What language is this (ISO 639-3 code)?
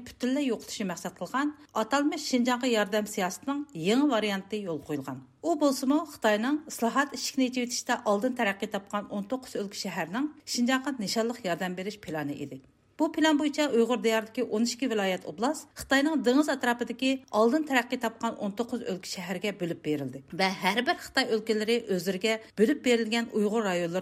uig